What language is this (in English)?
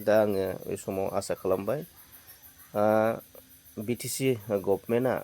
Bodo